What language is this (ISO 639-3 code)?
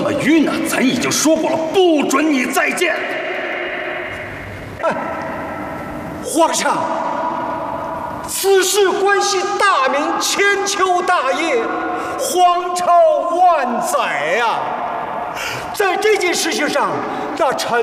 zho